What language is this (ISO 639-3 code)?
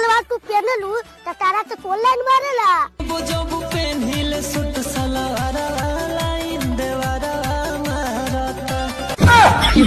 bho